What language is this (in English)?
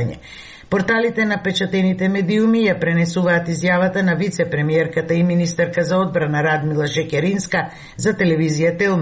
Macedonian